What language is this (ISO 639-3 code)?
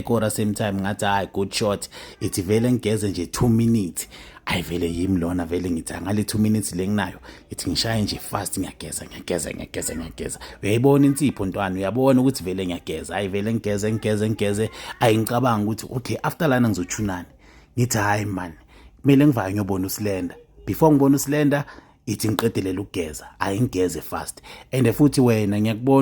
zul